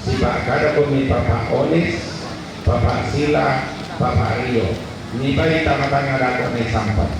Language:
Toraja-Sa'dan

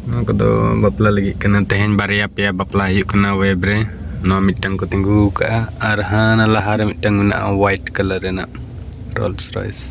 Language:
Santali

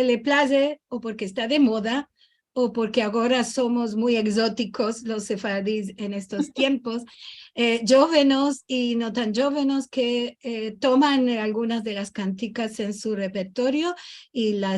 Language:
Ladino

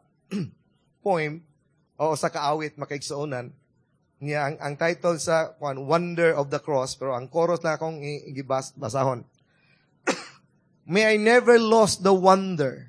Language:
Cebuano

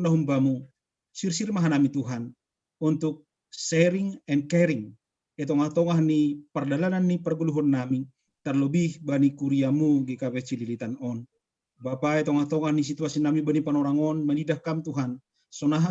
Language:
Batak Simalungun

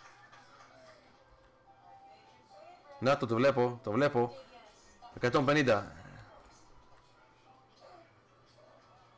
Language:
Greek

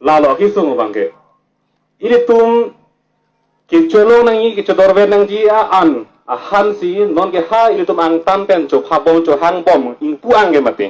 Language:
Karbi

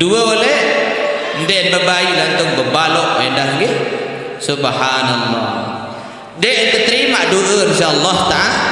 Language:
Sasak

